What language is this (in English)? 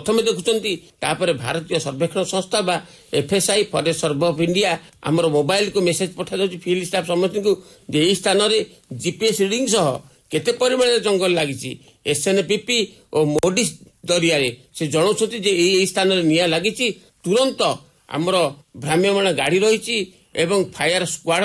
Odia